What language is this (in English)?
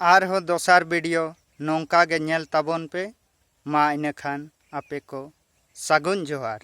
Santali